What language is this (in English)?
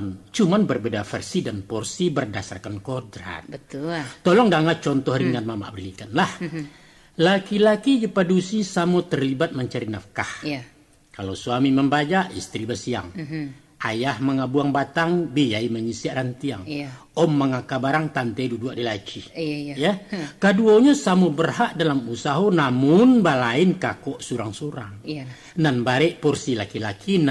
Minangkabau